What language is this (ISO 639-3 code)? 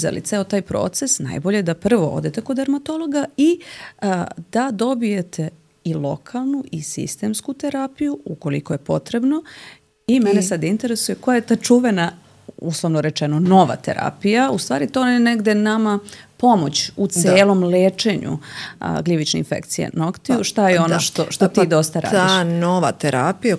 srp